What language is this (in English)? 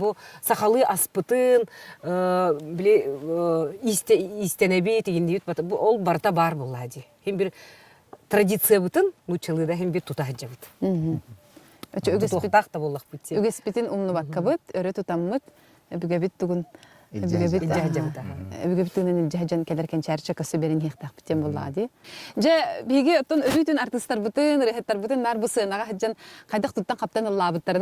Yakut